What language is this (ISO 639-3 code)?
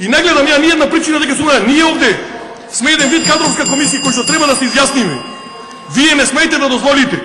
mkd